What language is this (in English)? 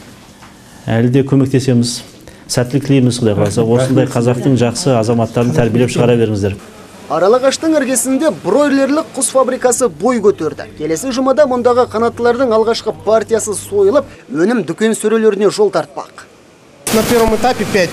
Kazakh